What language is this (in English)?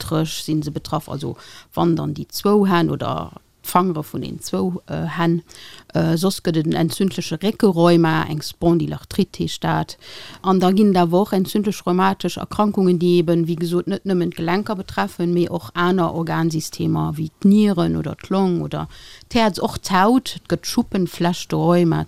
Luxembourgish